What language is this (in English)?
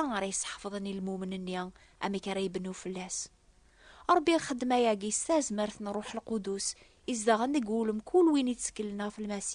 Kabyle